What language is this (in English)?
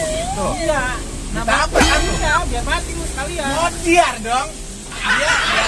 Betawi